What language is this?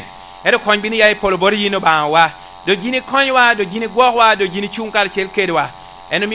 Lango (Uganda)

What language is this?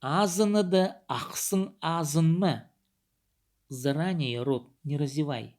Khakas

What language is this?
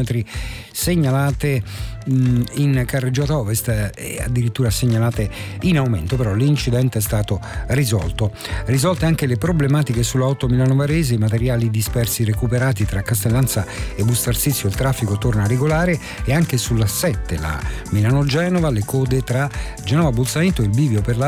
Italian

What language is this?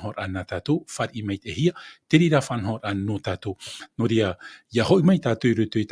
Tahitian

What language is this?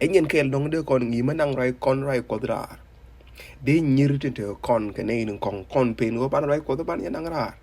Nuer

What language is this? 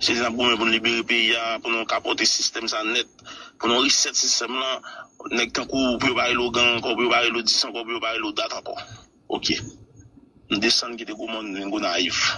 Haitian Creole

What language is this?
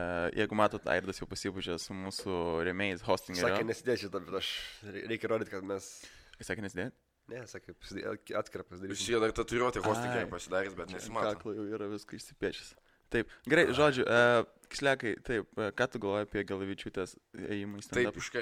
Lithuanian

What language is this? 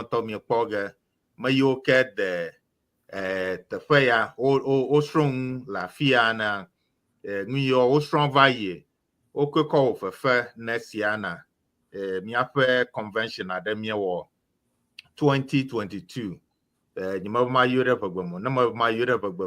Ewe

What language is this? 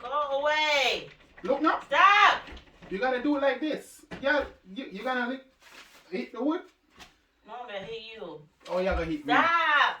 Jamaican Creole English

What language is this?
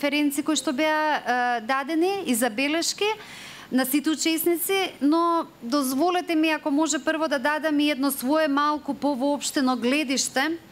Macedonian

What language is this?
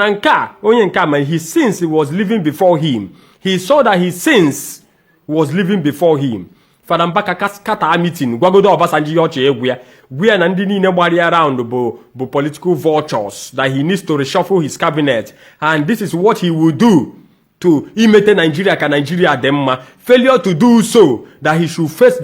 Igbo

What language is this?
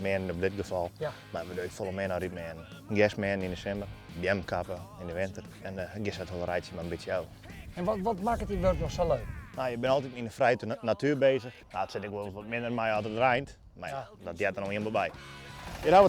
Western Frisian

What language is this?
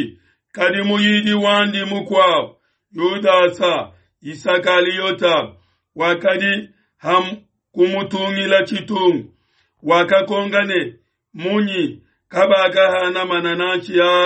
Luba-Lulua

